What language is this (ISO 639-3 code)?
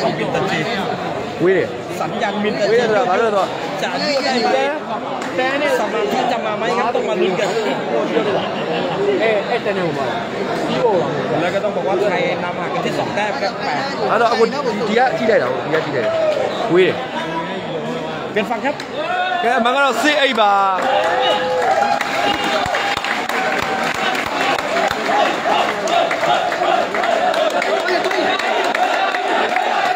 mya